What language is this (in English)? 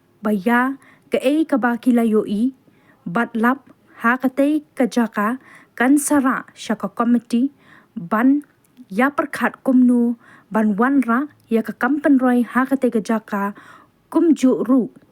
Khasi